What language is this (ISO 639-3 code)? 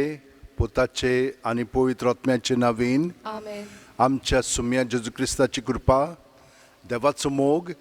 kok